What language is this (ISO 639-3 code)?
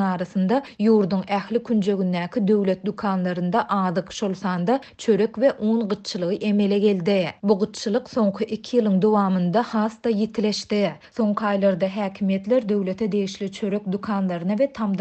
tuk